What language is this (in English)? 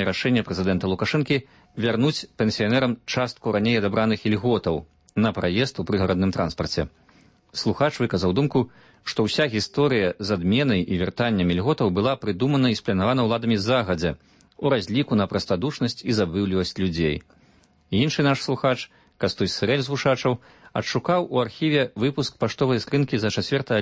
Belarusian